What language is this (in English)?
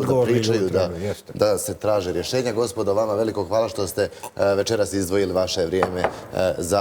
Bosnian